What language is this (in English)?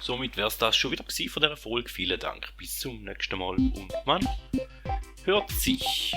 Swiss German